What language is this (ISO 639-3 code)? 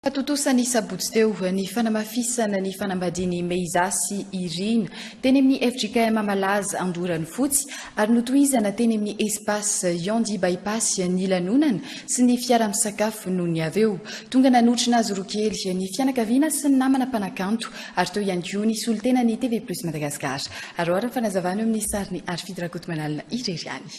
mlg